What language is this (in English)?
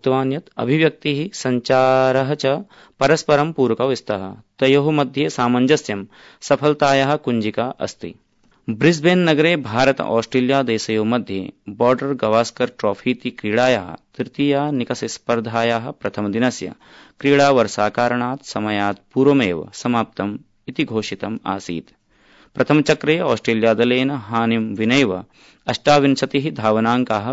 Sanskrit